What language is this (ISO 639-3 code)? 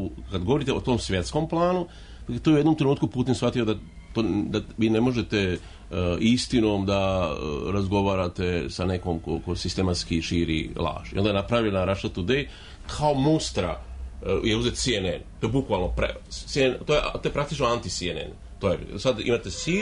srp